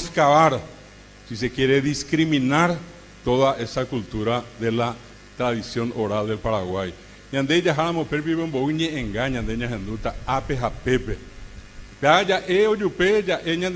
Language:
Guarani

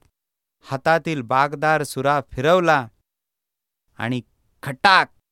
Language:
Marathi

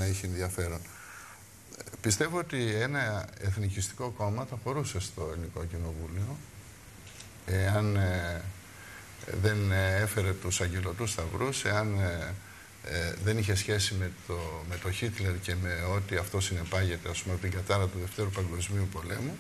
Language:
Greek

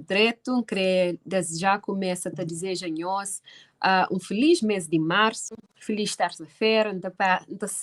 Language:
Kabuverdianu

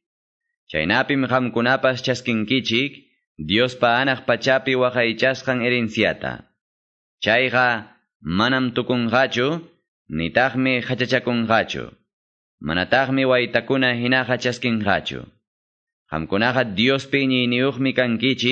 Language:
Quechua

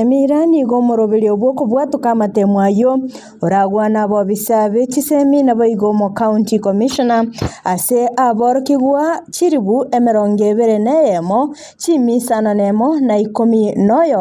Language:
Gusii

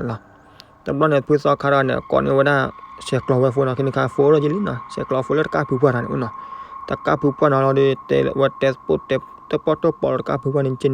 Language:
S'gaw Karen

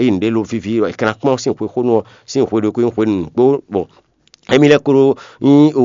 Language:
Fon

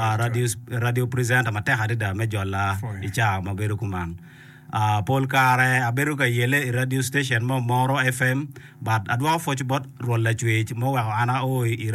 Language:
Acoli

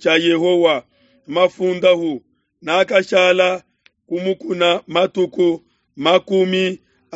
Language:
Luba-Lulua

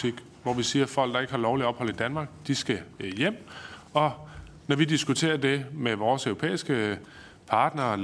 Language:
Danish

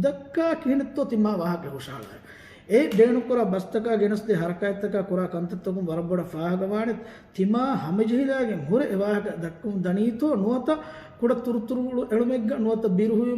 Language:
Divehi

